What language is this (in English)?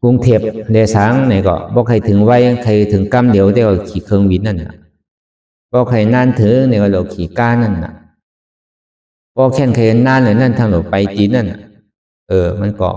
Shan